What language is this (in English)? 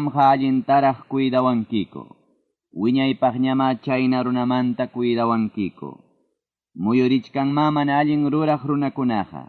Ayacucho Quechua